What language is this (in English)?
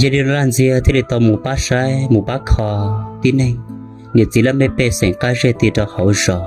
Hmong